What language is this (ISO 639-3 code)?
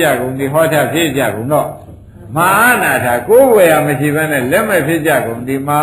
mya